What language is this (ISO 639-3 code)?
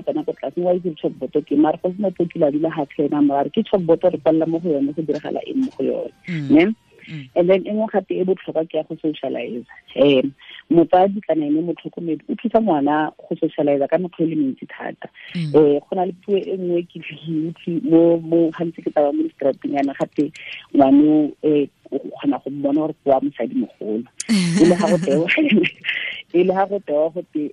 tsn